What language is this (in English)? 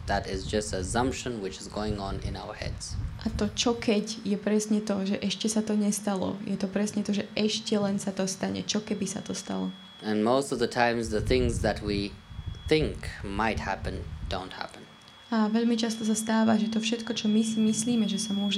Slovak